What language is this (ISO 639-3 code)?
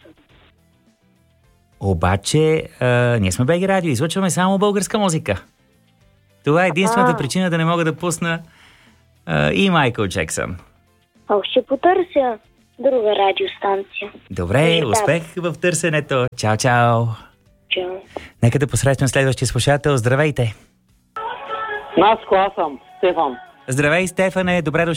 bul